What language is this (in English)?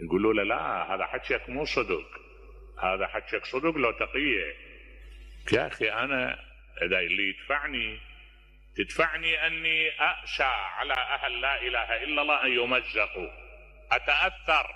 Mesopotamian Arabic